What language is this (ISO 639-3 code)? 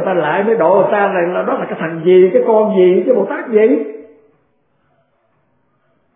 vie